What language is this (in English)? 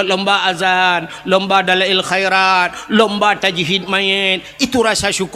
Achinese